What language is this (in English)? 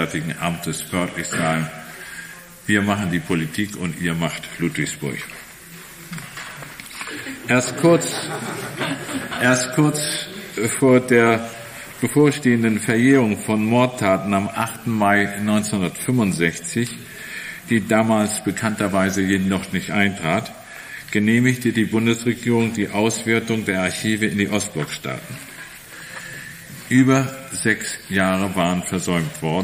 German